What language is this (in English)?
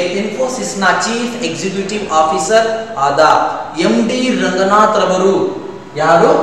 Kannada